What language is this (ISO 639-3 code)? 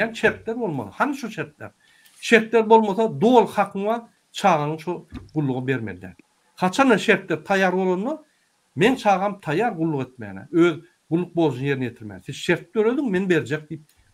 tuk